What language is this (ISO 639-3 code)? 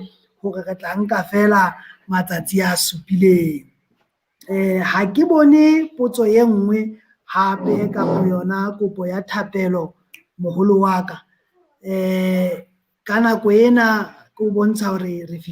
sot